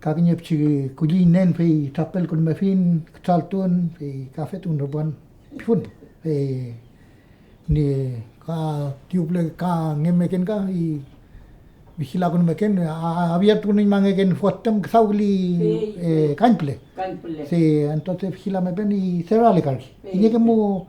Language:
Mapuche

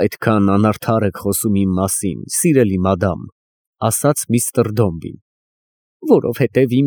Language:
Armenian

